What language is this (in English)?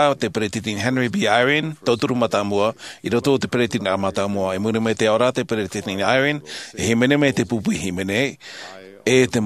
Tahitian